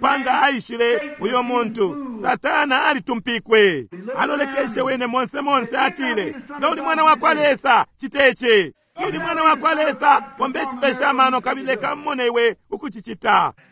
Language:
Bemba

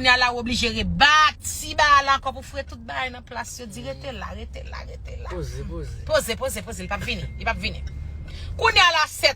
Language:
Haitian Creole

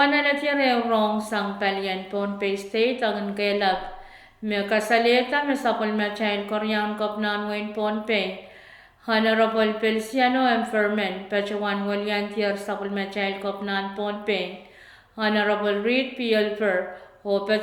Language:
Pohnpeian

